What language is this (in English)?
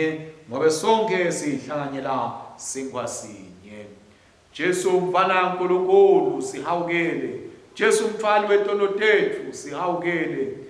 Swati